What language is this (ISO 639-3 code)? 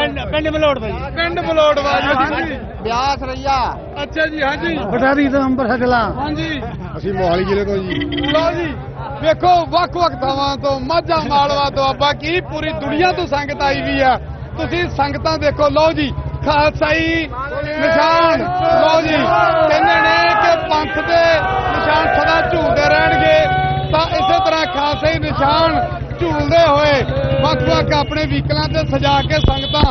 pan